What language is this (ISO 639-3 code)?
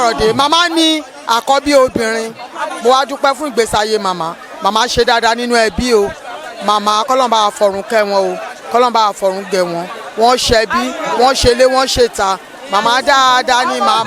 yor